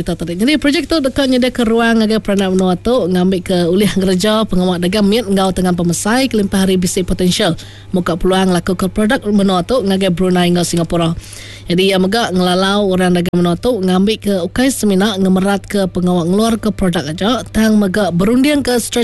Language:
Iban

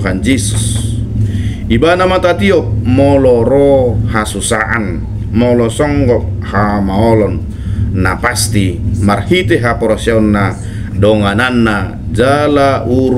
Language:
Batak Toba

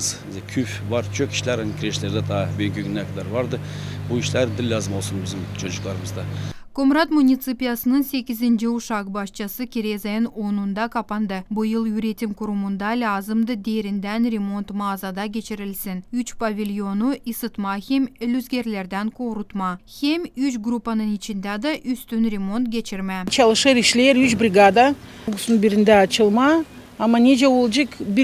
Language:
Gagauz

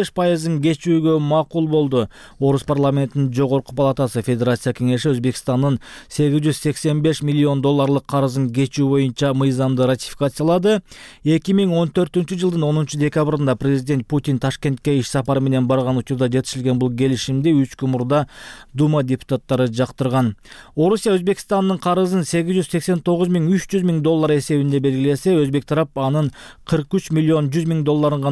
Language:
Kyrgyz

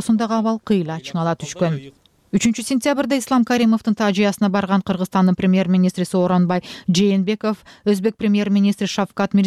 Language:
Kyrgyz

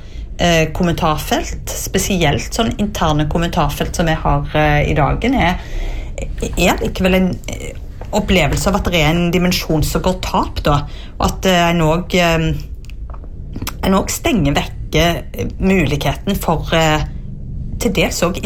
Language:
Norwegian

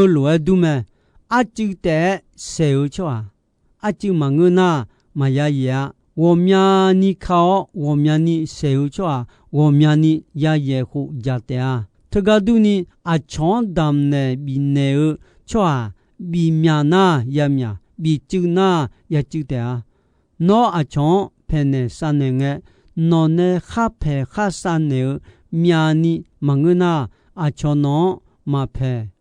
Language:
Akha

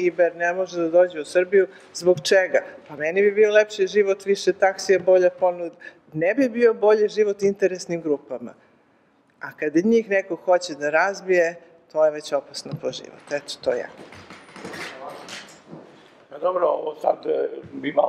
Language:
Serbian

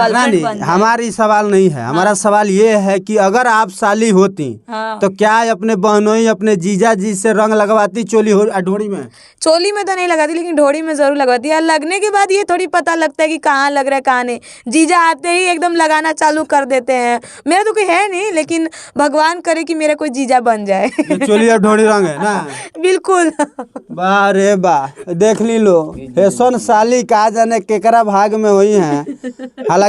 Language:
Bhojpuri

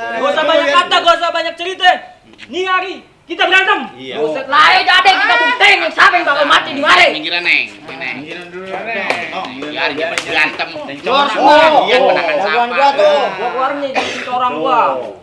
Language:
Betawi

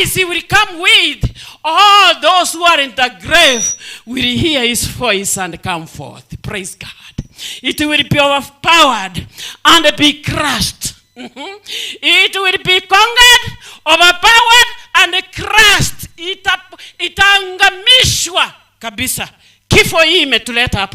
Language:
Gusii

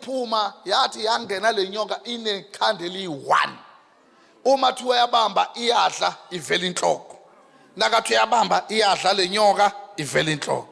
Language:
Zulu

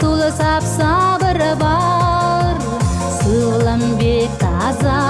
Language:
Chuvash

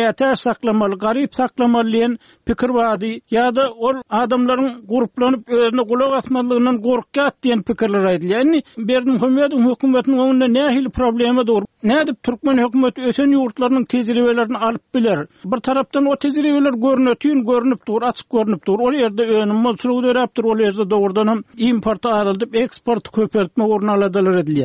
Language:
Turkmen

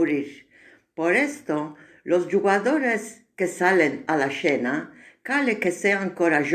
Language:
Ladino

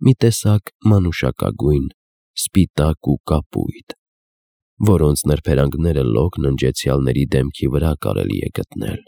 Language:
Armenian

